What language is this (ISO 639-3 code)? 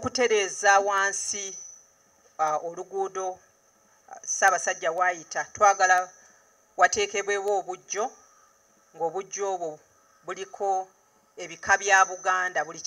lug